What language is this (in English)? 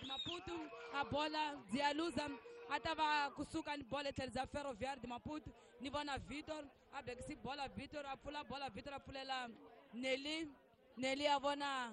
Tsonga